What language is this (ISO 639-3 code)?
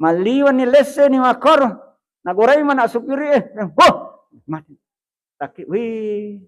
bug